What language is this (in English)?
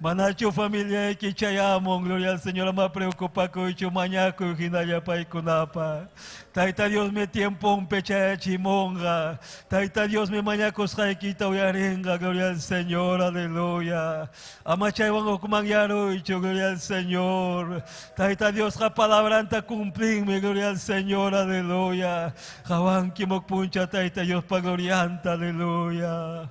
Ayacucho Quechua